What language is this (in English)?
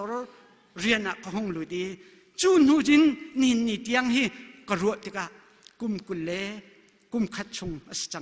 Hakha Chin